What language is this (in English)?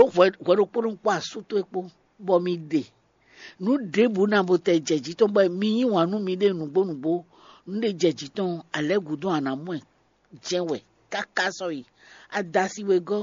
Fon